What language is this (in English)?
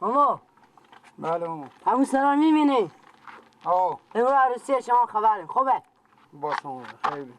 Persian